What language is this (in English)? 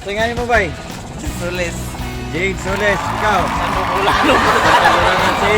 Cebuano